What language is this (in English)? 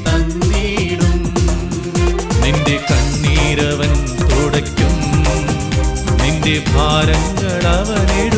Malayalam